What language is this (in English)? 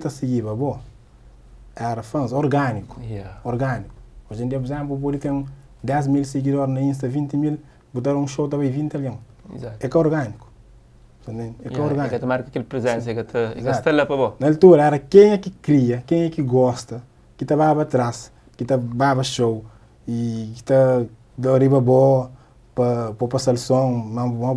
Kabuverdianu